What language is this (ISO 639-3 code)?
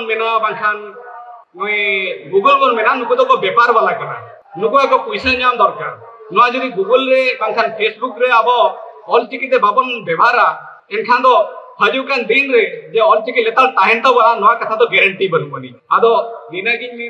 sat